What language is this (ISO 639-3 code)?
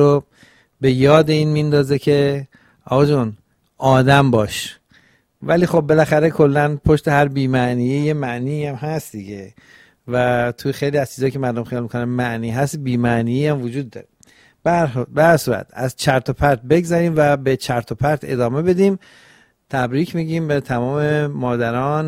fas